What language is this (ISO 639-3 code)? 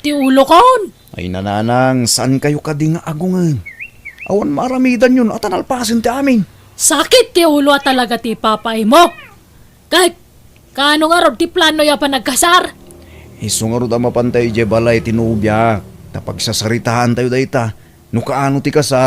ilo